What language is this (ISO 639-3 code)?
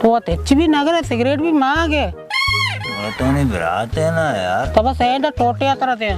bal